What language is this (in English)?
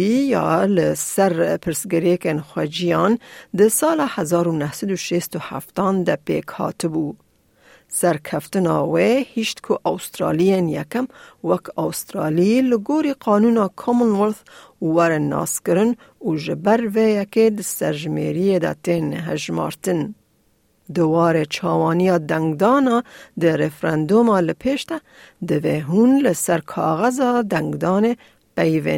Kurdish